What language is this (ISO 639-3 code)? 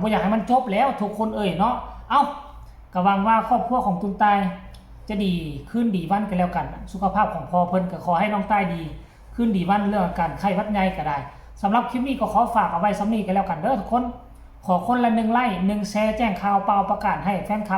lao